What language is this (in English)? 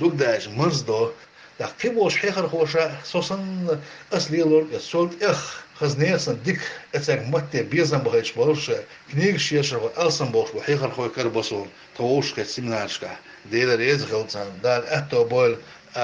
Chechen